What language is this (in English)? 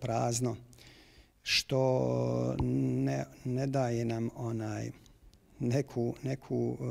Bosnian